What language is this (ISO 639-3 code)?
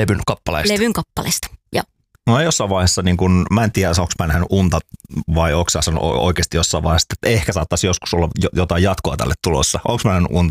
fin